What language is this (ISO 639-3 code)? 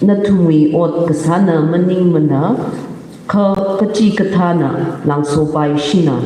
nmf